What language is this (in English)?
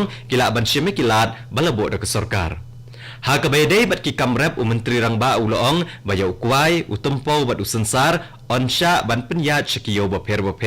Khasi